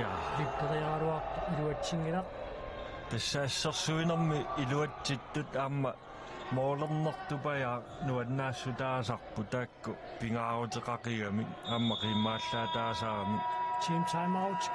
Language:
Kalaallisut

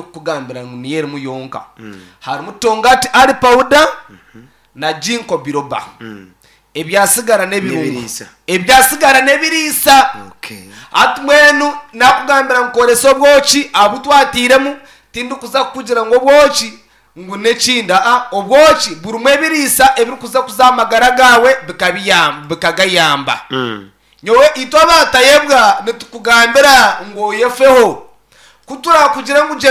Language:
Nyankole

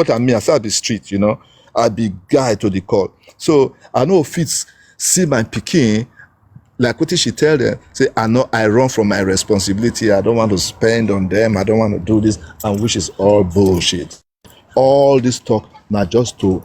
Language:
Nigerian Pidgin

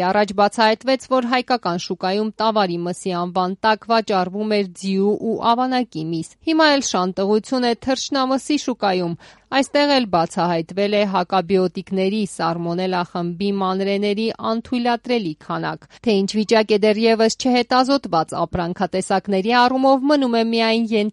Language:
Armenian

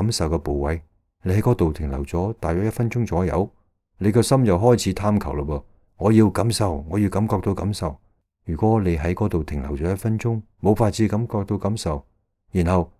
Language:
Cantonese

